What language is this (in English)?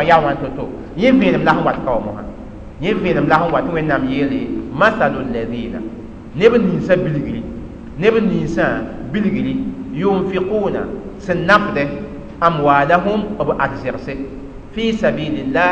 Mossi